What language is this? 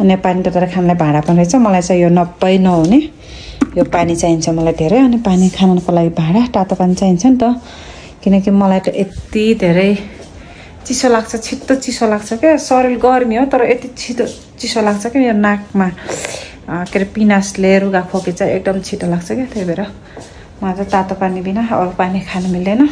Nepali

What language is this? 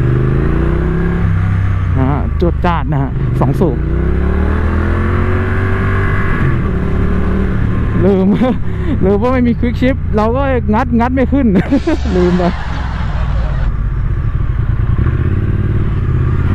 Thai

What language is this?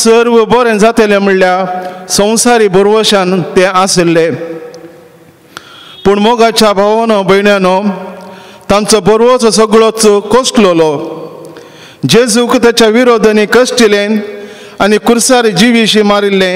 Konkani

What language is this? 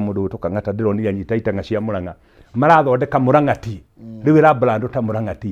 Kikuyu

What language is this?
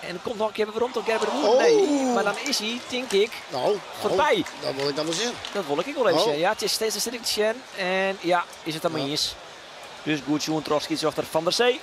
Western Frisian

